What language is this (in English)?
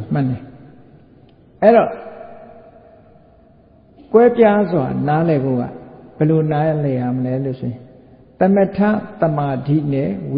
Burmese